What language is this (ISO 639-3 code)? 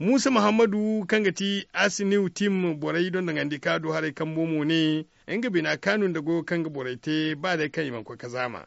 dje